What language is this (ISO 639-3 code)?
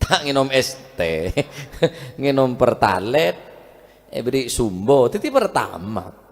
mad